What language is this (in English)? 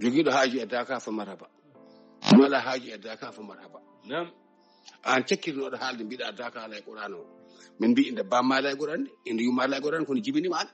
Fula